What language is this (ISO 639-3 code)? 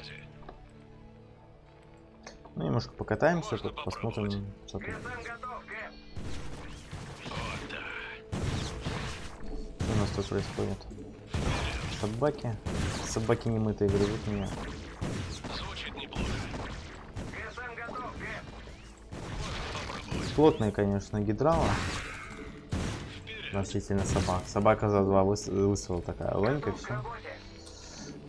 rus